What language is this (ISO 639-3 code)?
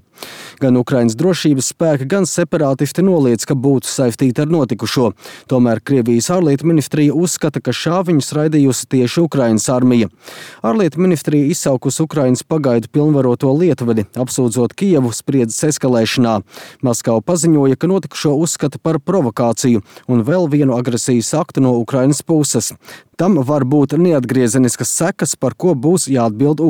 lav